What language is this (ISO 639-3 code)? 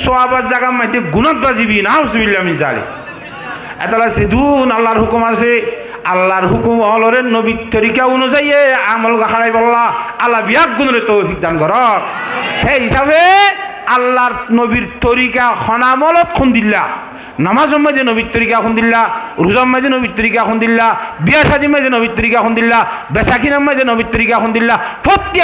rhg